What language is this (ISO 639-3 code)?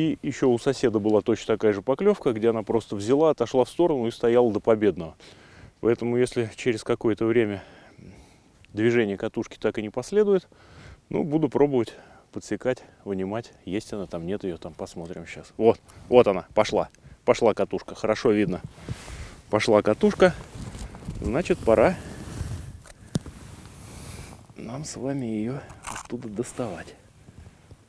rus